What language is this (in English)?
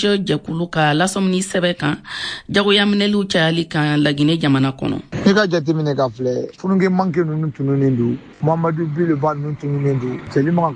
Bambara